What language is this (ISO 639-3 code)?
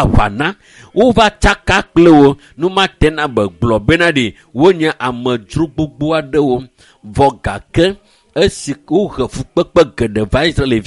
ewe